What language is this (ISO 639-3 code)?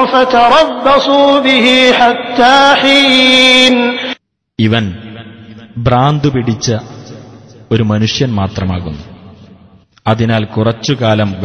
mal